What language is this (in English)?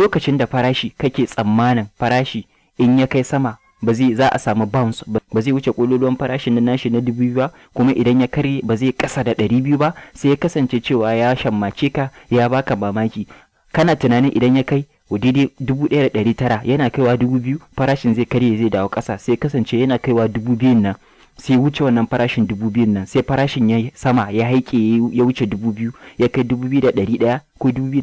Hausa